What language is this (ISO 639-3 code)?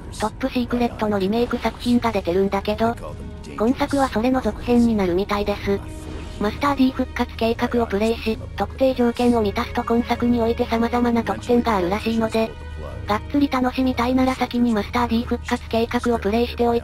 jpn